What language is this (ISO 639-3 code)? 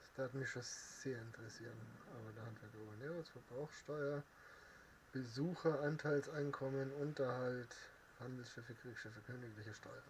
bar